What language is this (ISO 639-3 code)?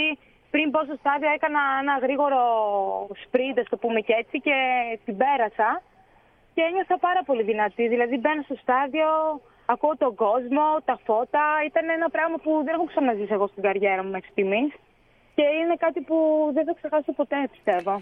ell